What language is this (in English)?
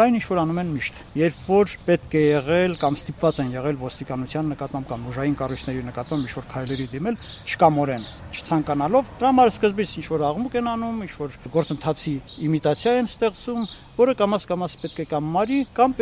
Armenian